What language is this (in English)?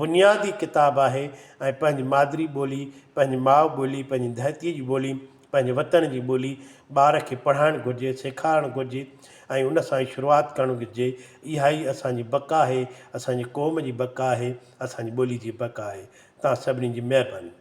Sindhi